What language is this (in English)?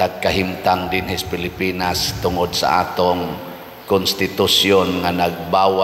Cebuano